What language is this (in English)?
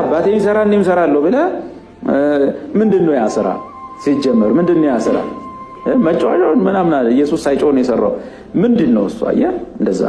Amharic